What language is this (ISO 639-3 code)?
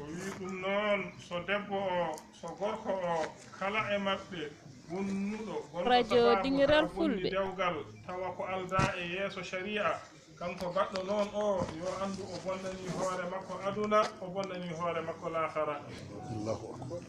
ful